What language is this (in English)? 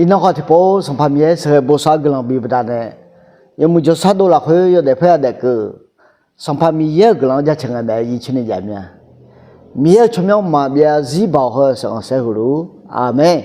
Akha